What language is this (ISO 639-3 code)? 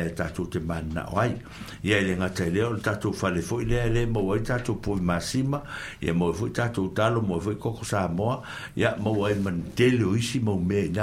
smo